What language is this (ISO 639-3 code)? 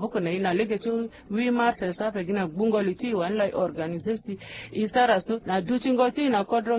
sag